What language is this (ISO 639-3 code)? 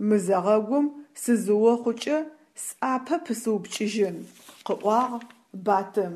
ady